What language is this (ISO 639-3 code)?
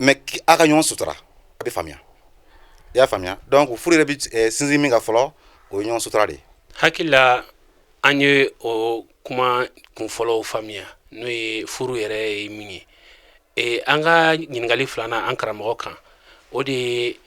bam